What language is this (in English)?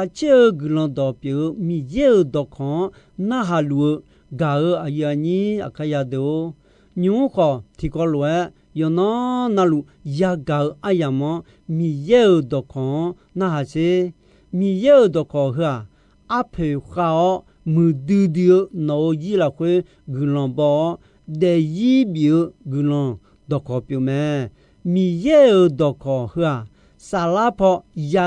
Akha